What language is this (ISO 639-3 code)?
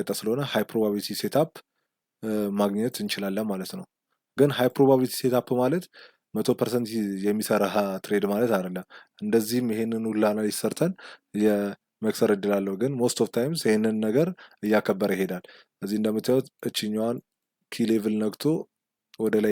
amh